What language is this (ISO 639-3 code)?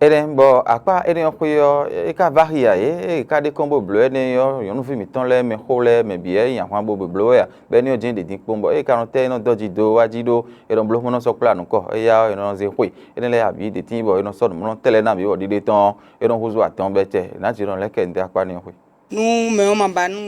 fon